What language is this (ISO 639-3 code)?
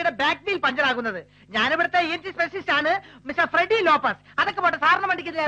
mal